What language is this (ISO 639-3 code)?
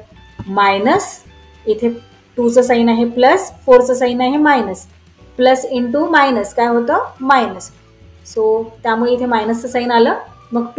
mar